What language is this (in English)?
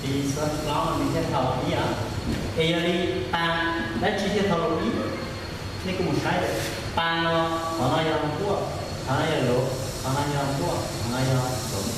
Hmong